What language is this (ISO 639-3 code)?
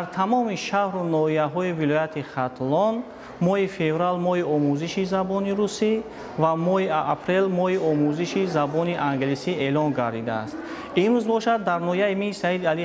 tgk